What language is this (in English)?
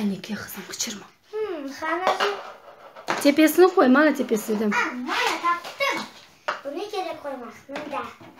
Crimean Tatar